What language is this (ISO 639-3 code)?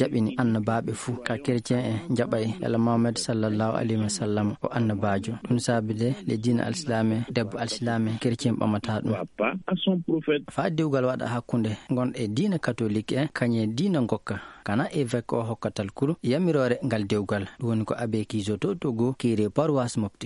ful